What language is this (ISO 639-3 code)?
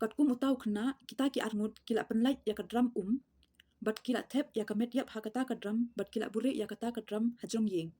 kha